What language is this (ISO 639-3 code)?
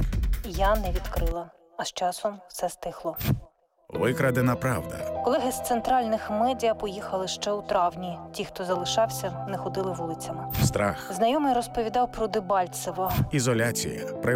ukr